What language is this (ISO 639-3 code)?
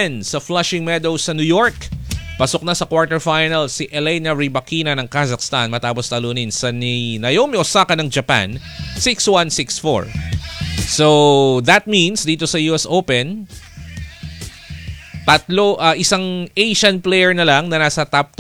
fil